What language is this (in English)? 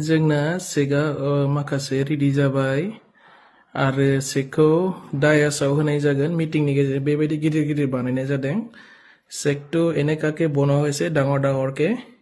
Bodo